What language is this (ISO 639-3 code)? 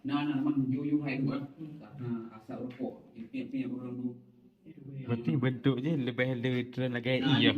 ace